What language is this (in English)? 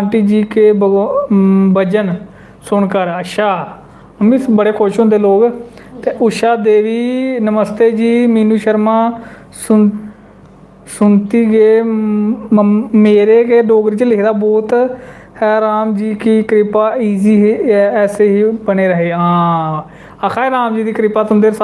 Dogri